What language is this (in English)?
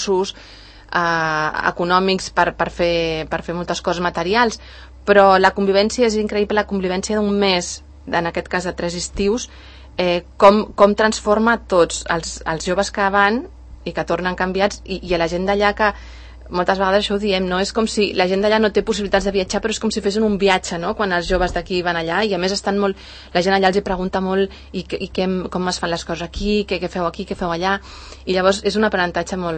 Catalan